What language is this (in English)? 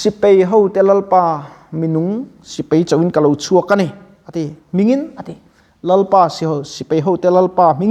Mizo